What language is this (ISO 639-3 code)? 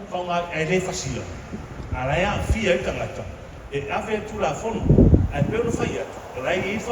smo